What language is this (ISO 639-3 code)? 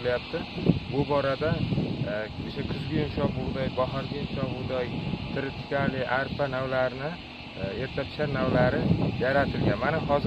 uzb